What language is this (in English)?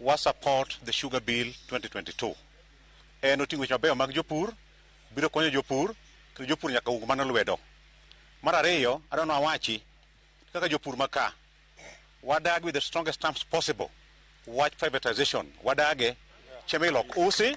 Luo (Kenya and Tanzania)